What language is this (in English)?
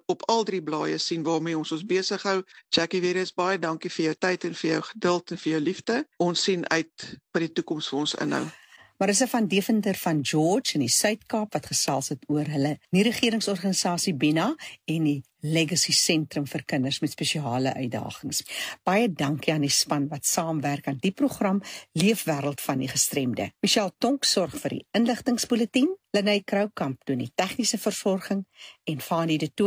Afrikaans